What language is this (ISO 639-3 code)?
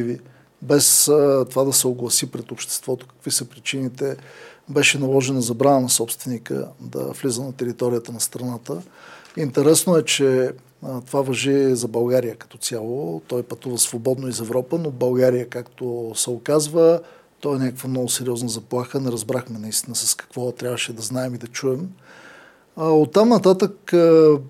bul